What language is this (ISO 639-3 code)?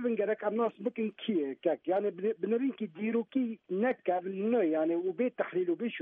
kur